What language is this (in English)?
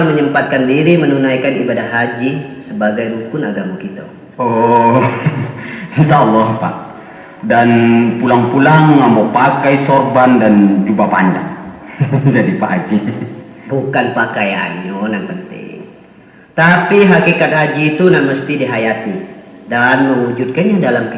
Minangkabau